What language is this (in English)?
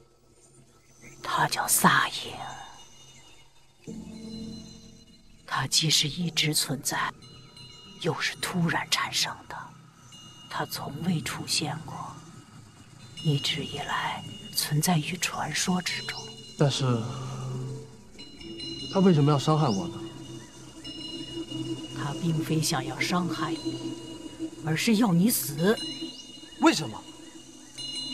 Chinese